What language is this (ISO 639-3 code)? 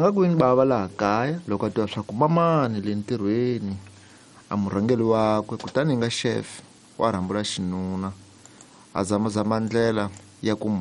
tso